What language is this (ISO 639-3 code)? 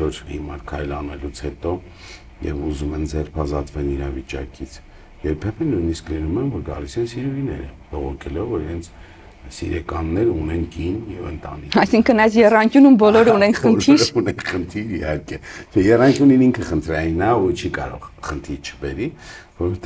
hye